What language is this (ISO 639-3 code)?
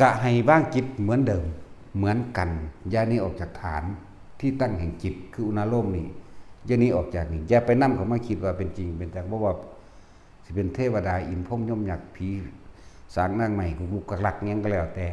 tts